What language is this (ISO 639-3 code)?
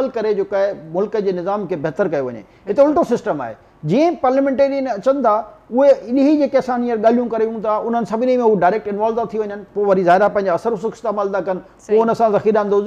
snd